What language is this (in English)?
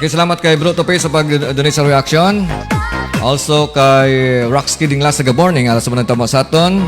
Hiligaynon